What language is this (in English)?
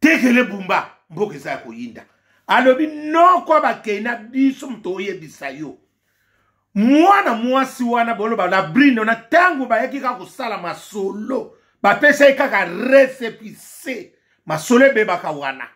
Lingala